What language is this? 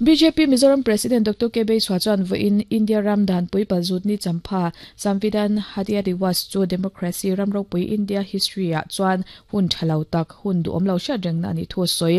Mizo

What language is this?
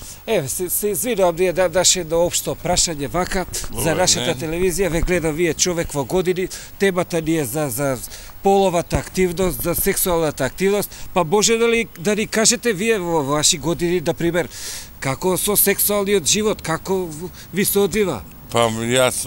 Macedonian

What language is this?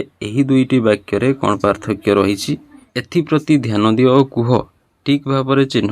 Odia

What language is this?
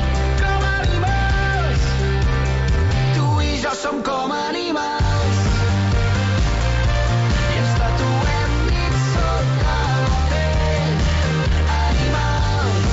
Catalan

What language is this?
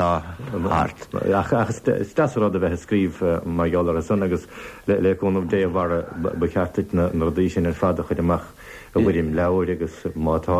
Irish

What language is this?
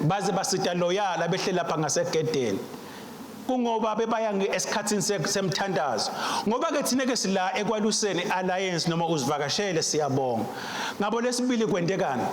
Swati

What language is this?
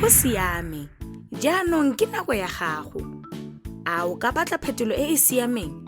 Tswana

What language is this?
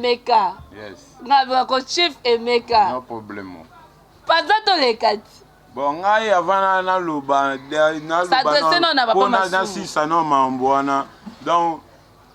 Lingala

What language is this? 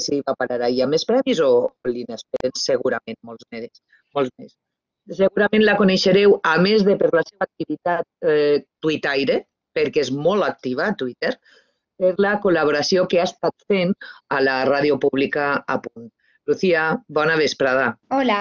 Catalan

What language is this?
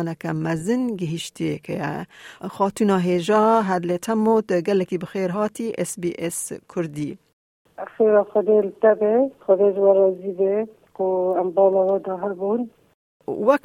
Kurdish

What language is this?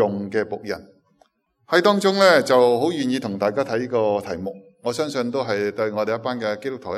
Cantonese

